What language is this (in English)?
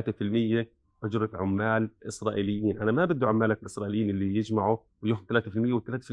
North Levantine Arabic